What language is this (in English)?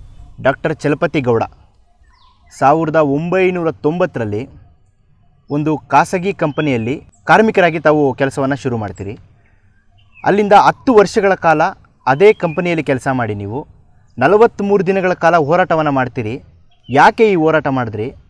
Kannada